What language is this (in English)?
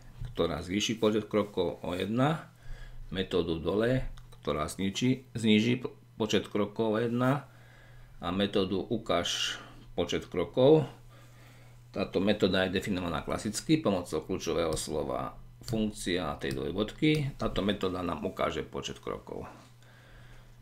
Slovak